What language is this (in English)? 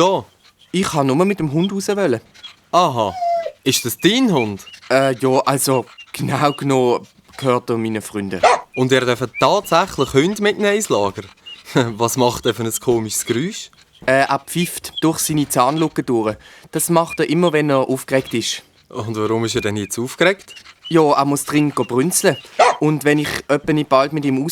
Swiss German